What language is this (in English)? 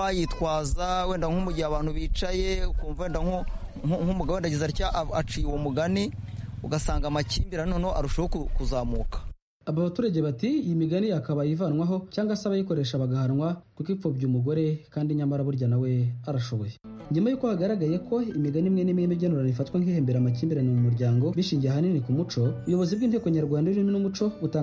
Kinyarwanda